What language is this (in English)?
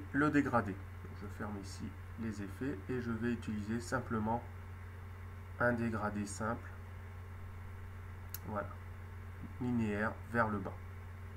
French